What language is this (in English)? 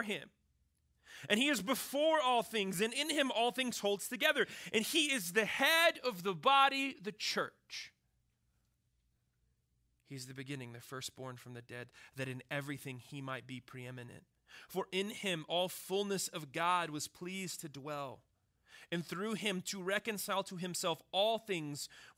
English